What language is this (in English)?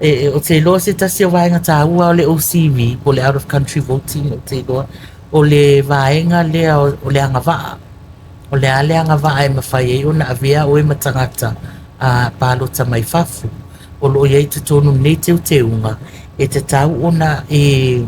Samoan